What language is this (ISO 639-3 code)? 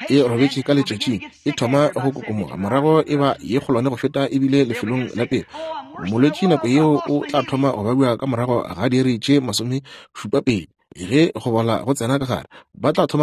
nso